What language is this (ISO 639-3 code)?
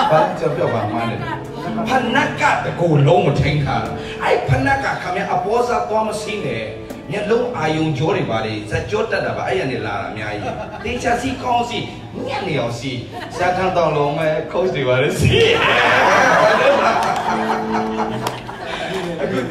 mya